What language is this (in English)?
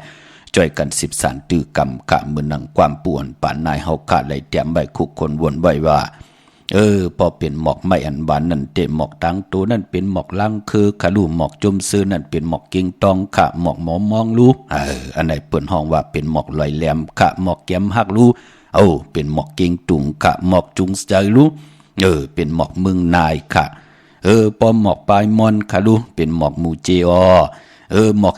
Shan